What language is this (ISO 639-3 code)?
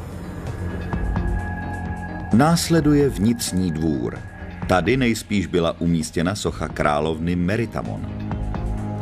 ces